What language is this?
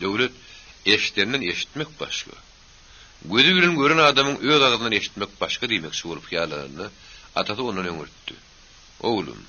Turkmen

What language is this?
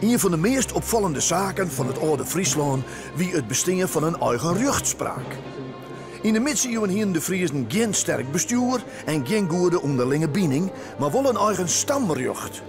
Western Frisian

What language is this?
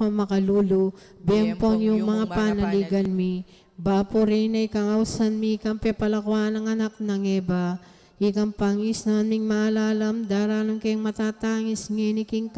Pampanga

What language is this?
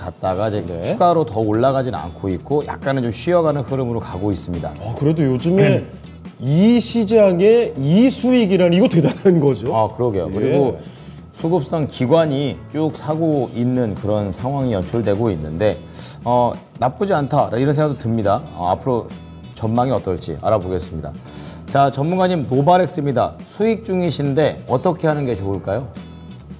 Korean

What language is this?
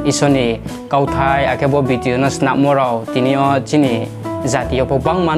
Riang (India)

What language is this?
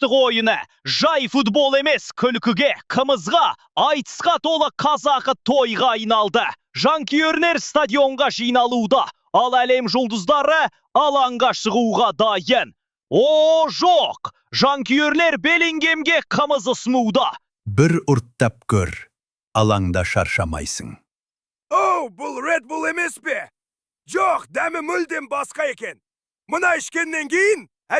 Kazakh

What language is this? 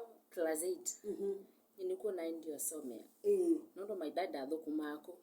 Kamba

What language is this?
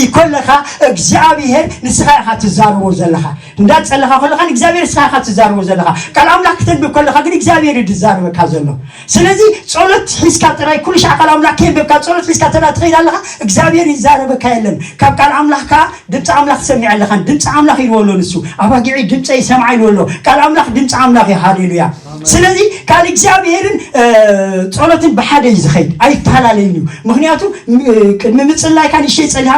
Tigrinya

